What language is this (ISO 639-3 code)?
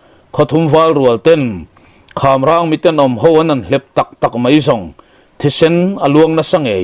lus